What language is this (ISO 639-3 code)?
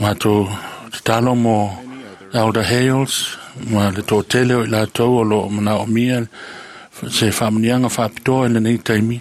smo